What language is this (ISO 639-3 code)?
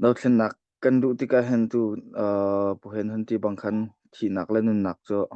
cnh